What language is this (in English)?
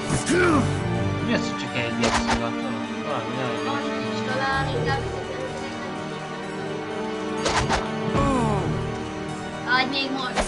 Hungarian